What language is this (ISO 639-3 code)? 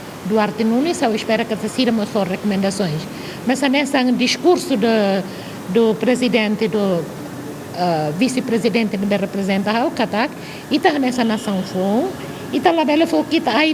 tet